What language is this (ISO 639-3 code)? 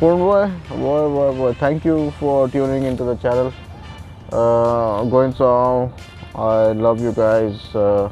kok